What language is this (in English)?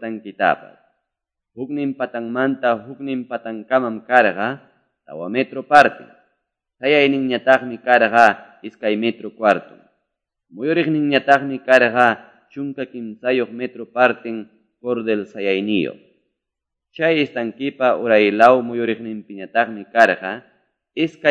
Quechua